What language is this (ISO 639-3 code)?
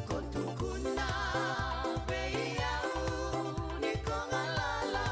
fij